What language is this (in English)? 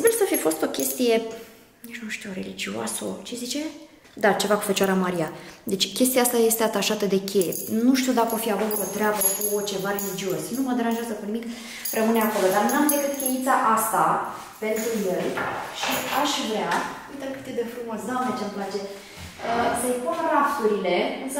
Romanian